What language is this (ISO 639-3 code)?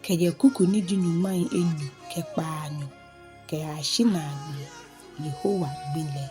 gaa